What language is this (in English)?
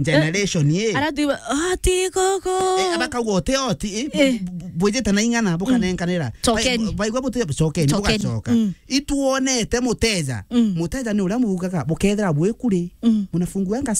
Meru